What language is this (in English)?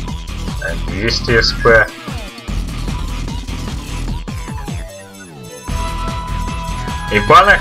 Japanese